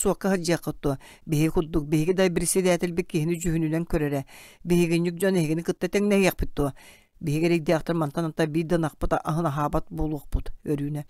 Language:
Yakut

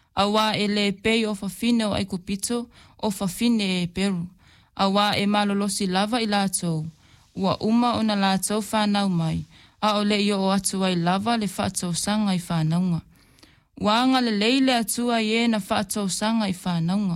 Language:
Samoan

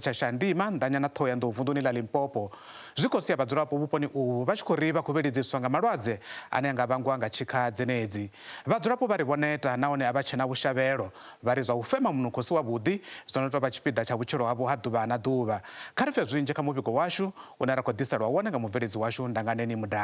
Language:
Venda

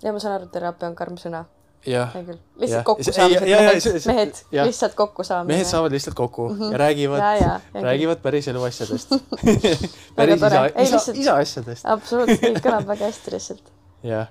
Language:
Estonian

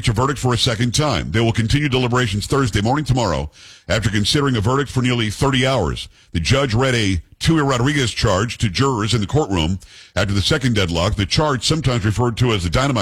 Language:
English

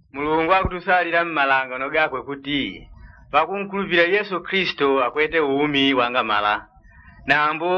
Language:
Yao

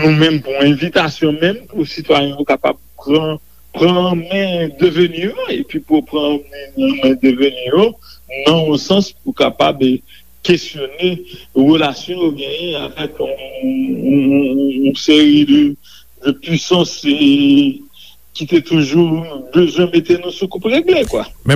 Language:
Haitian Creole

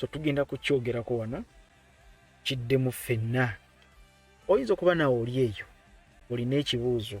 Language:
Ganda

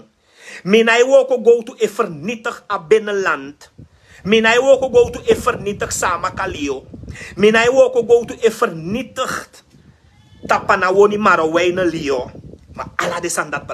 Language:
Sranan Tongo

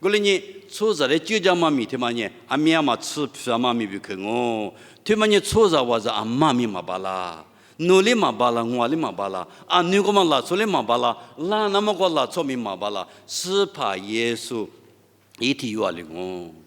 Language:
Lisu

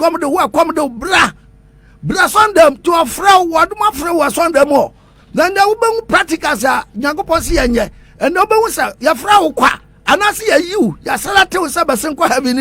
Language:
Akan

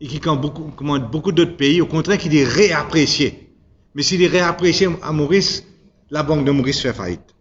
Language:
Morisyen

